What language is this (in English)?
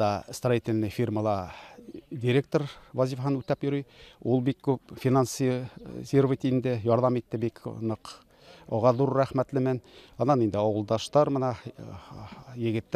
Bashkir